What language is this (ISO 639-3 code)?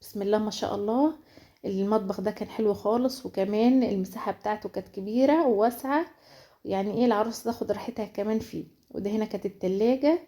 arz